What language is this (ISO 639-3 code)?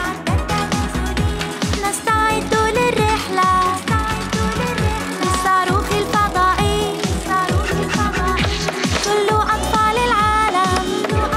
ara